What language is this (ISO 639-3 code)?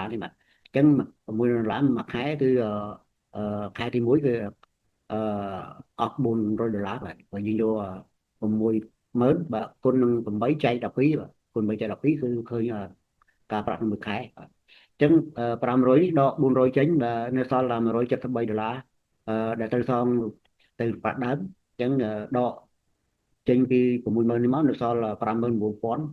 khm